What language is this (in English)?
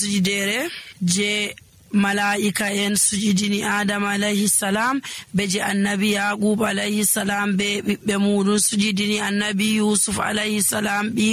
Nigerian Fulfulde